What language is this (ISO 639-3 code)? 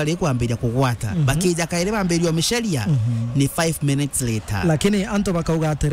mer